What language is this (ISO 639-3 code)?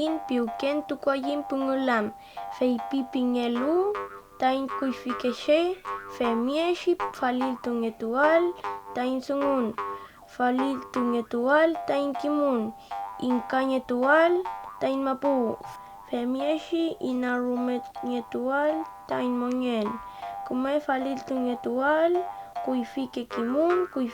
arn